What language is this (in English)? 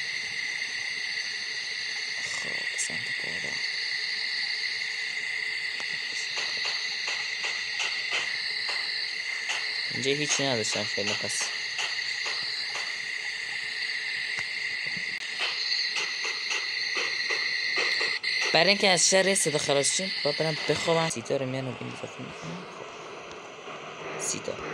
Persian